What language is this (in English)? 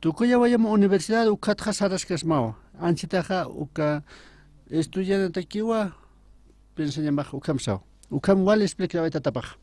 Aymara